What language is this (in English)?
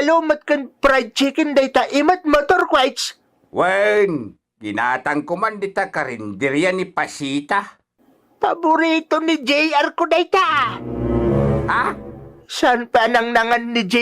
Iloko